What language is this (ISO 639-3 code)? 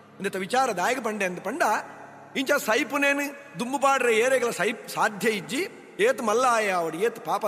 tcy